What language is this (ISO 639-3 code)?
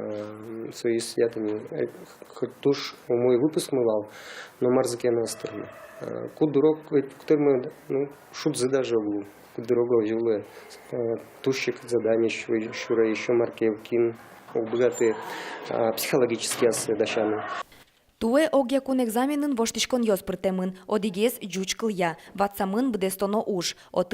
udm